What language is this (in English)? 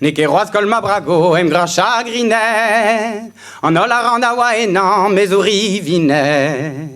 Breton